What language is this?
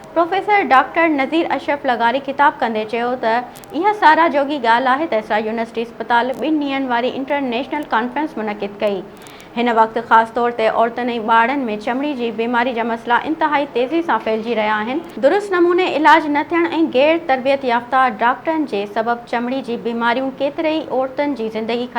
Sindhi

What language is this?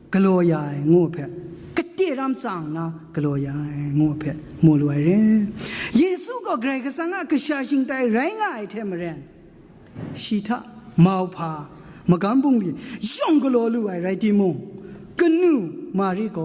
Kachin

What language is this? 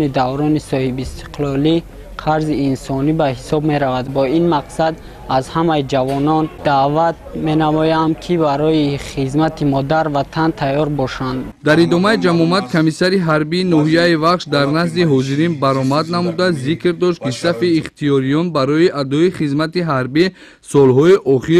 Tajik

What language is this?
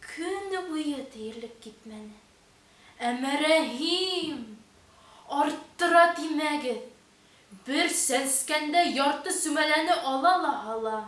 Bashkir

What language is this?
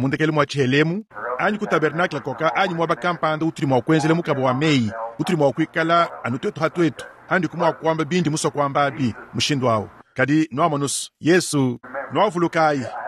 Luba-Lulua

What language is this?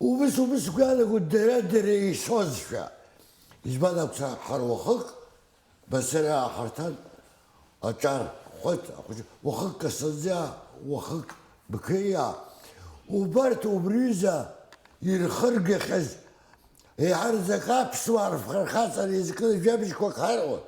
Abkhazian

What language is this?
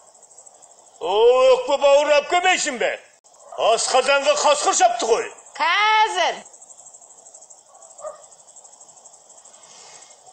Kazakh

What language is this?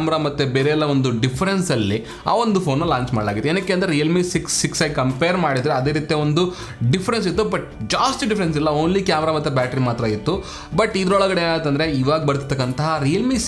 Kannada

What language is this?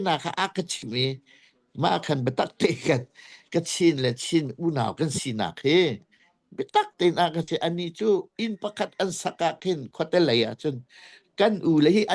Hakha Chin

